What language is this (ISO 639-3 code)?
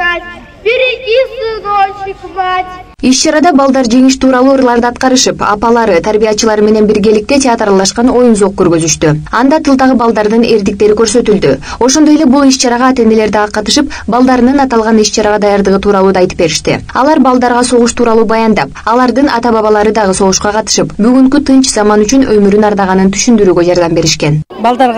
kir